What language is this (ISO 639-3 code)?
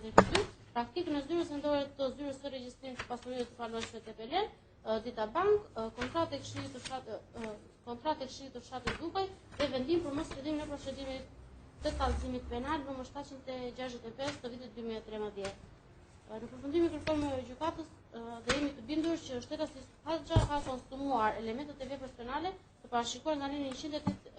sqi